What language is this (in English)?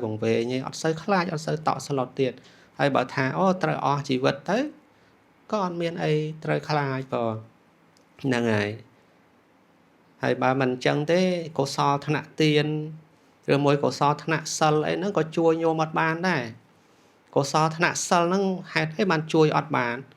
Khmer